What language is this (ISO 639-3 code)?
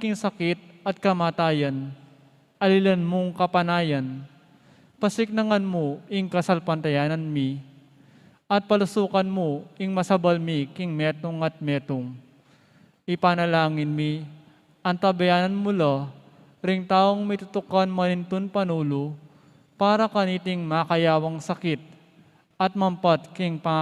pam